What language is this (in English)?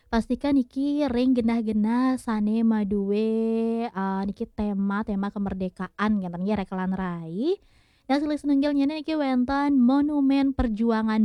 Balinese